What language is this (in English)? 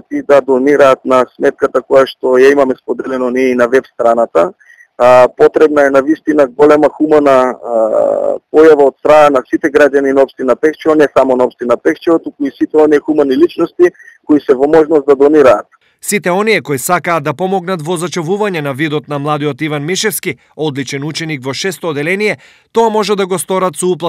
Macedonian